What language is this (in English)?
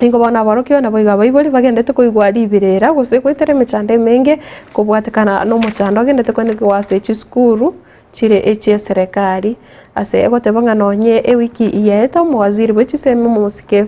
Gusii